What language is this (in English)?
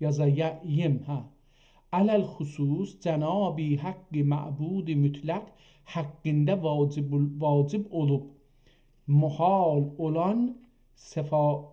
South Azerbaijani